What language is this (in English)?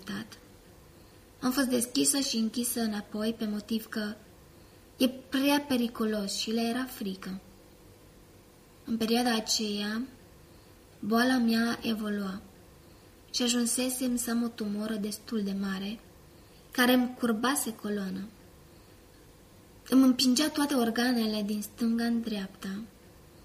Romanian